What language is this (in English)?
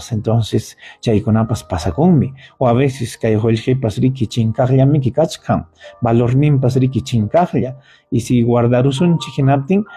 Ayacucho Quechua